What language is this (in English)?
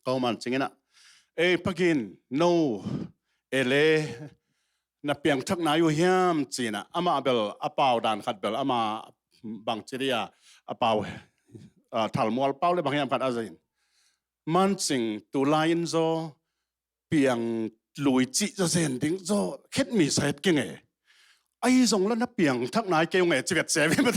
Tedim Chin